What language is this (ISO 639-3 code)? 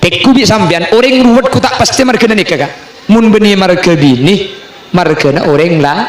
mad